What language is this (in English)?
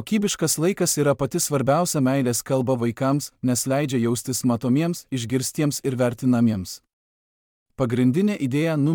Lithuanian